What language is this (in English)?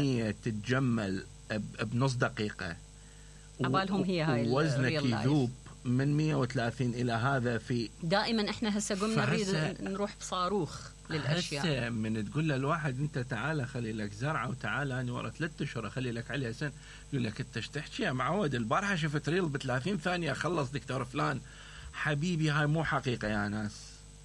Mesopotamian Arabic